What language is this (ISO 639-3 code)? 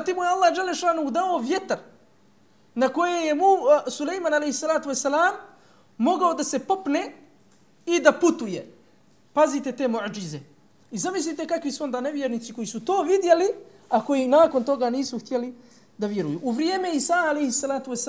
bos